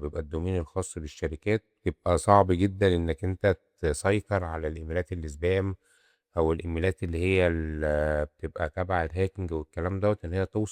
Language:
Egyptian Arabic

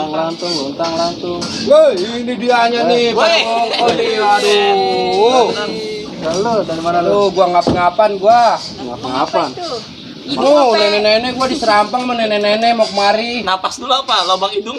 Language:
Betawi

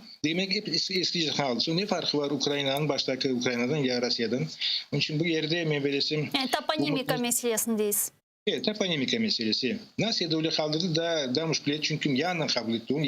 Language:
Crimean Tatar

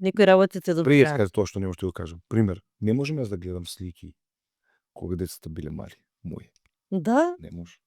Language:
Macedonian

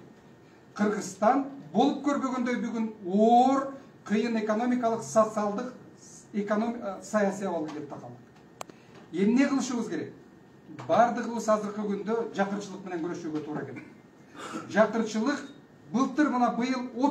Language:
Kyrgyz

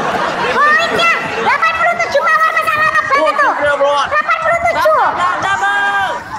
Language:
Indonesian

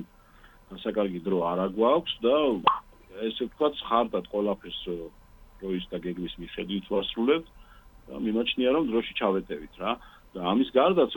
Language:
Georgian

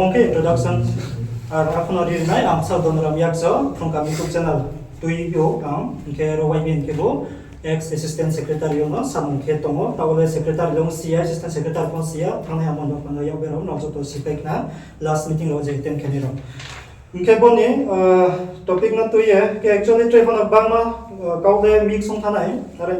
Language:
Riang (India)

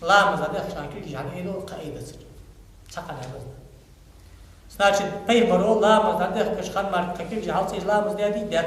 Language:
Ingush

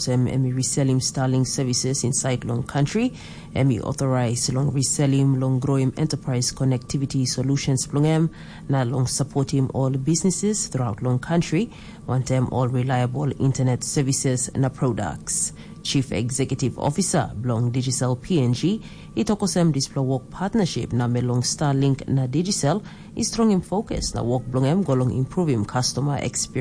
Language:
Tok Pisin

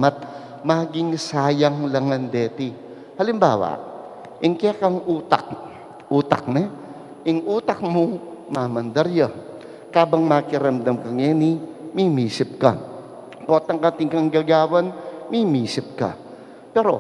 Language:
Pampanga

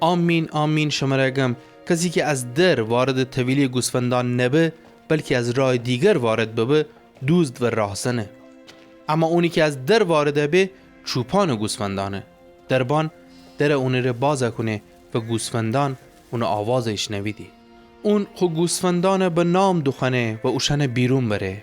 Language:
Gilaki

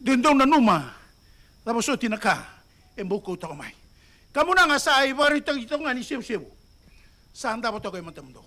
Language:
Fijian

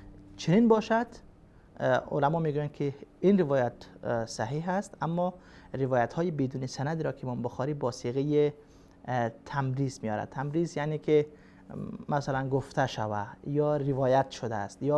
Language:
Persian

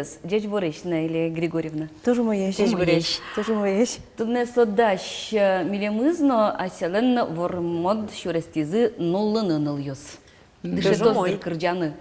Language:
Udmurt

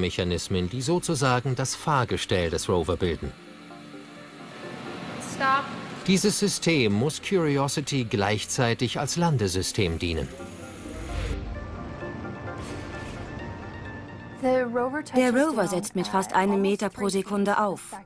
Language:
German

